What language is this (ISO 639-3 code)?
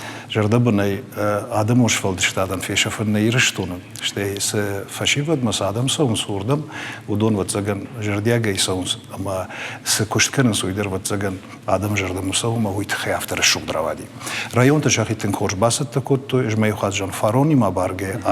oss